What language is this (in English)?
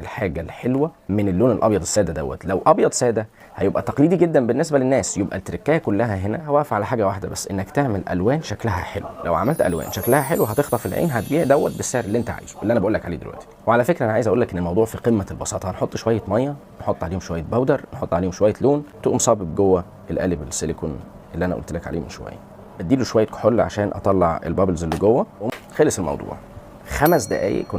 Egyptian Arabic